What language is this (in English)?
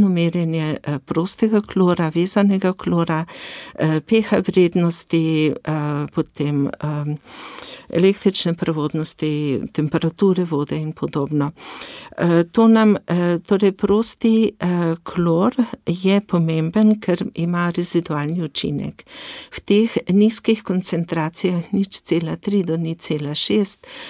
Slovenian